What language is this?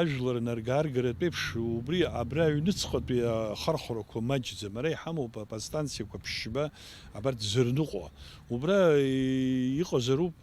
Abkhazian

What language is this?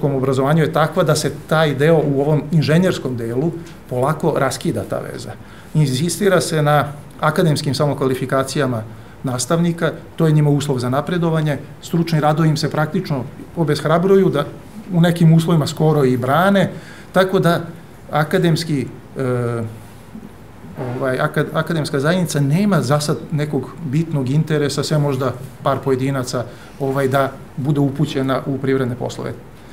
Serbian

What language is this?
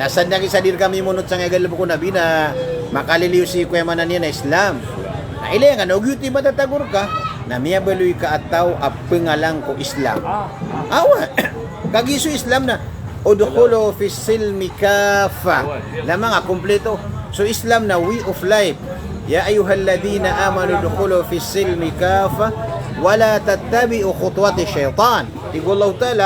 Maranao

